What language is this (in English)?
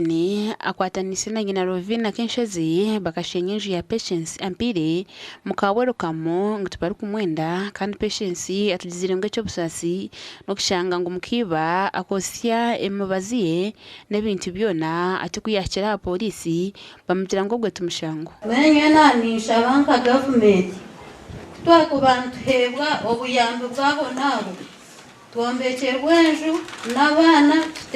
Nyankole